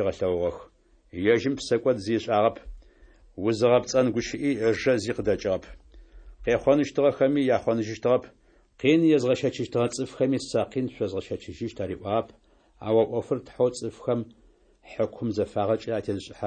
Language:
Adyghe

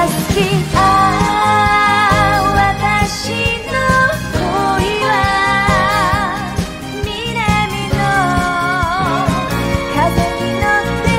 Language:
Japanese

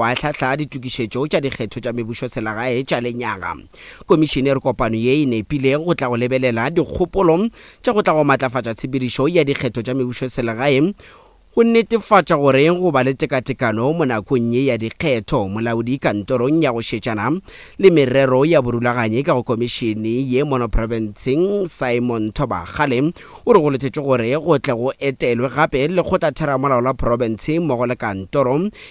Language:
Northern Sotho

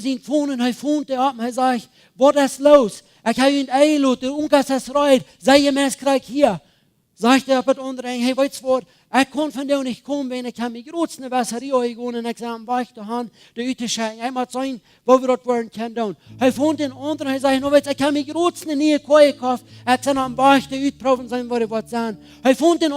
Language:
Plautdietsch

